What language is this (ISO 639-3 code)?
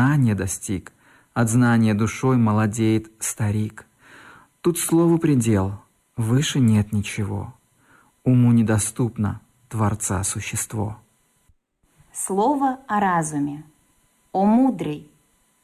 rus